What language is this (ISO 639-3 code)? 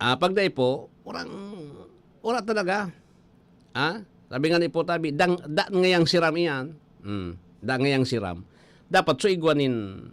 bik